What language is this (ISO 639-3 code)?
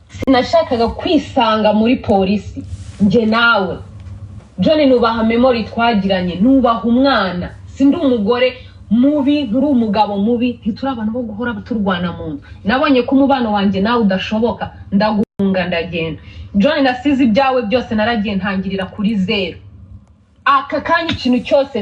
kin